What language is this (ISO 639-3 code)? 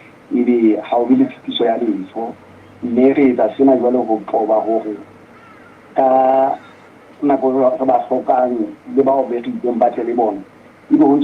sot